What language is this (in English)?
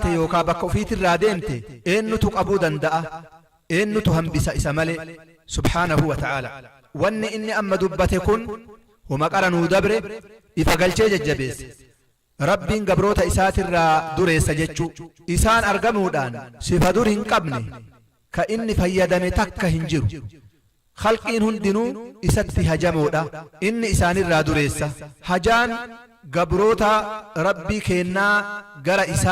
Oromo